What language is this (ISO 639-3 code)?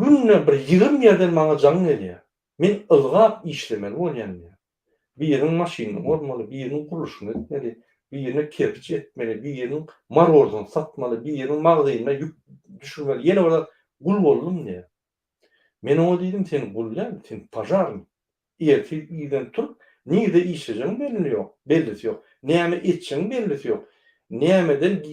tuk